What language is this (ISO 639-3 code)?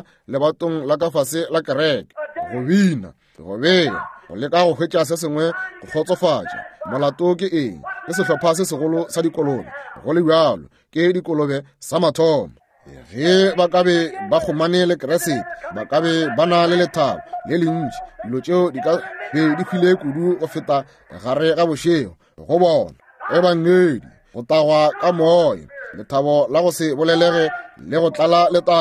nso